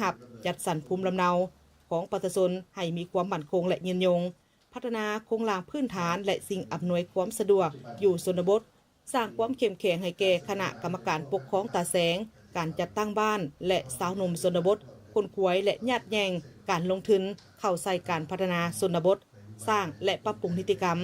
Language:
Lao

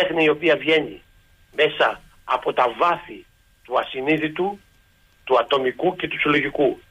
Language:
Greek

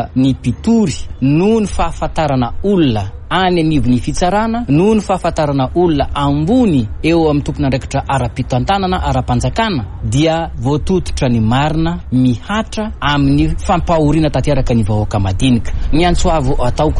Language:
Malagasy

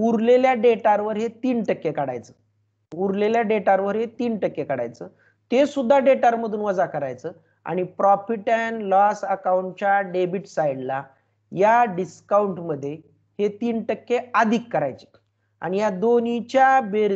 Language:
Marathi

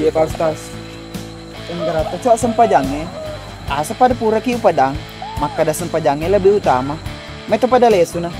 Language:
Buginese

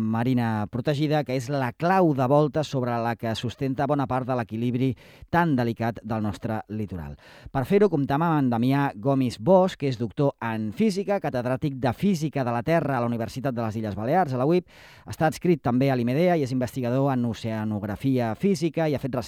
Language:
Catalan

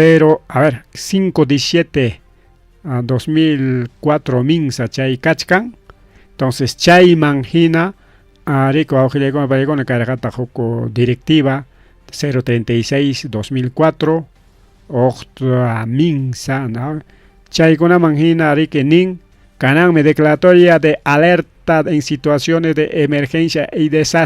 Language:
Ayacucho Quechua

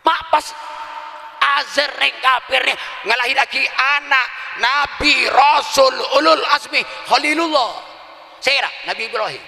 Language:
Madurese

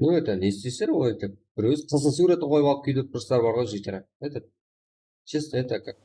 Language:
Kara-Kalpak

